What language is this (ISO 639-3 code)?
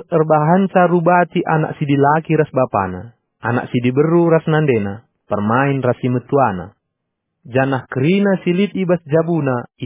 btx